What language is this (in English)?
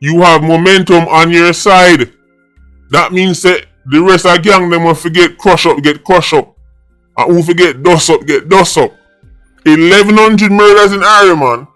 Jamaican Creole English